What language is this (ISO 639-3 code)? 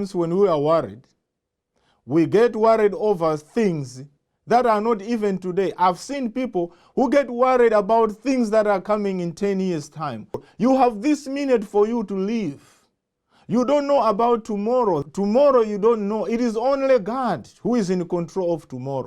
eng